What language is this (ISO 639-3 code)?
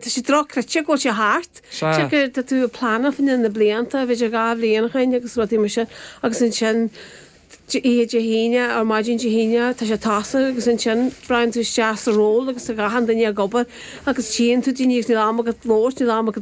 gle